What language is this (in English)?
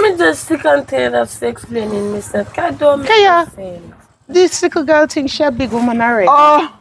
Jamaican Creole English